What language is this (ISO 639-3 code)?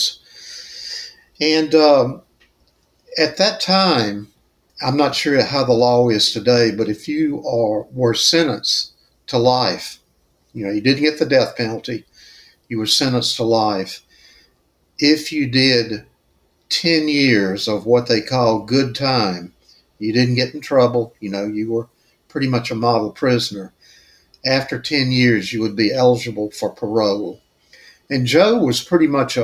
eng